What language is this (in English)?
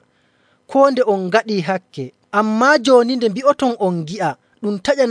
Nigerian Fulfulde